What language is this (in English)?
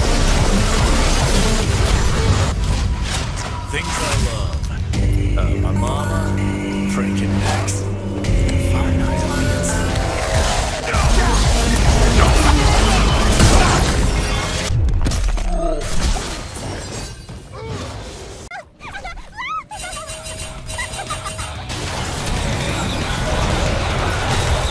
English